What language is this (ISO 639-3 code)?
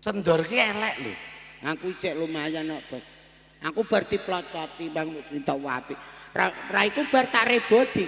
jav